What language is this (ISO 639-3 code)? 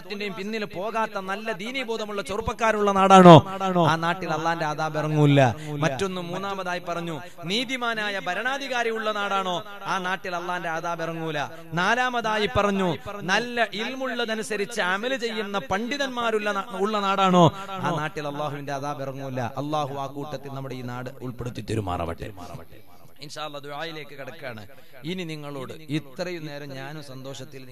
mal